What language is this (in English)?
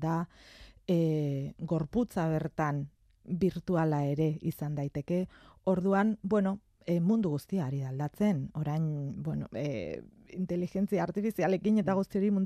Basque